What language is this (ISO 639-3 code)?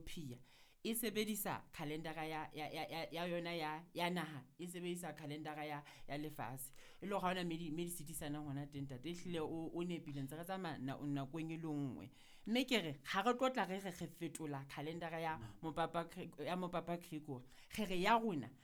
sot